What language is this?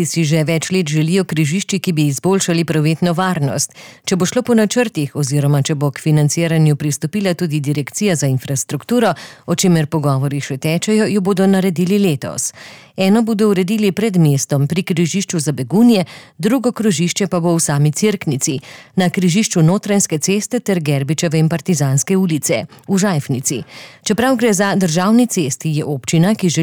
Slovenian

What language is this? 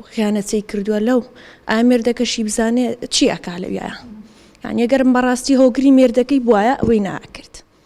Central Kurdish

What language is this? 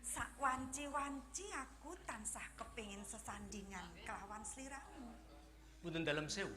Javanese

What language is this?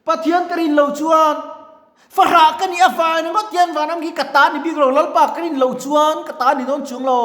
Mizo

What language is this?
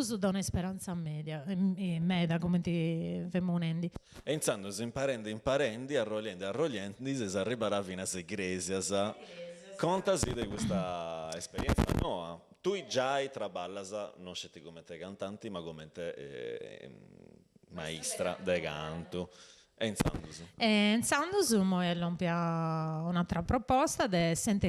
Sardinian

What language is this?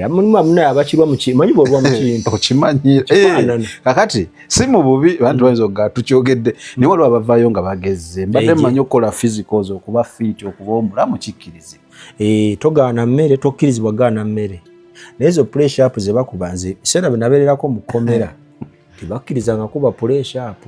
Ganda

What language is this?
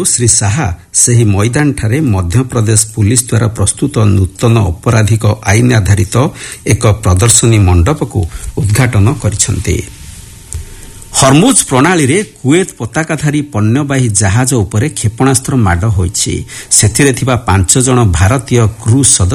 Odia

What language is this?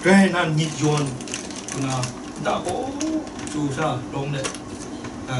Kachin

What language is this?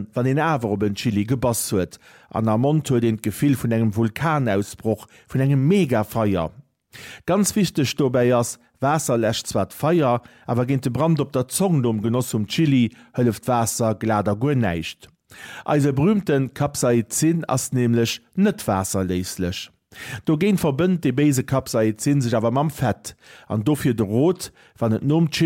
Luxembourgish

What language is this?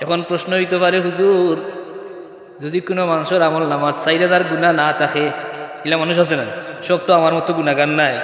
Sylheti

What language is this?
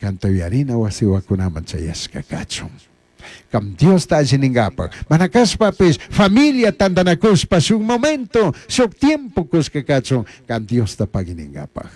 Chimborazo Highland Quichua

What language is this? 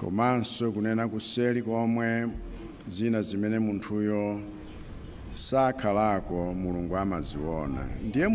Nyanja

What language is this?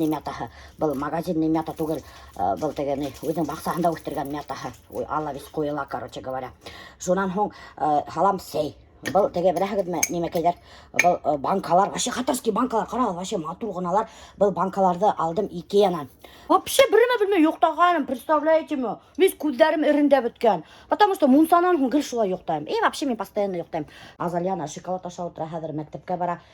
Bashkir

